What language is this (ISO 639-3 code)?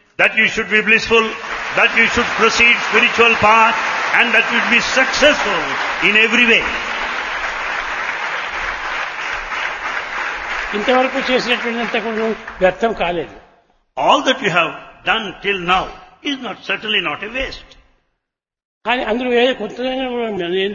tel